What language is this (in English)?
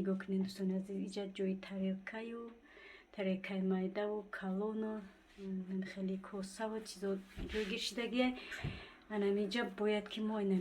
Tajik